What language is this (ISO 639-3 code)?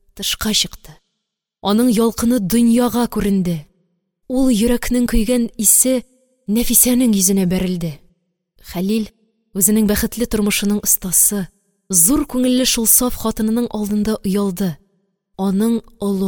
tat